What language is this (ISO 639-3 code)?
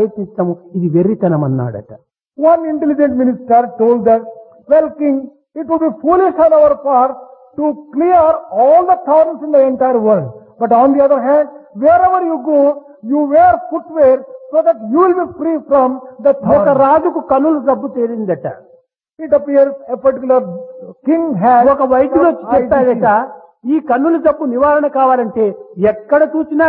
tel